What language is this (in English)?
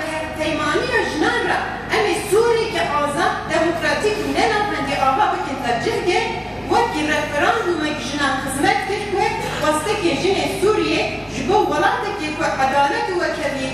Kurdish